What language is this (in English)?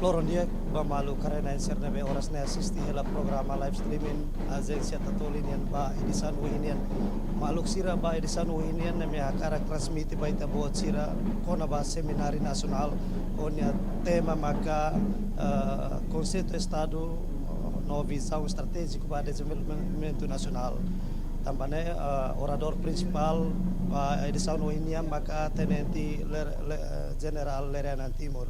Tetum